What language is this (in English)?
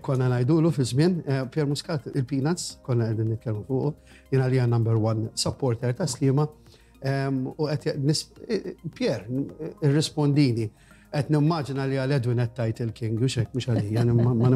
Maltese